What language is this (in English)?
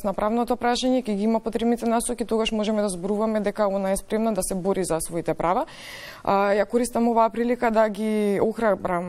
Macedonian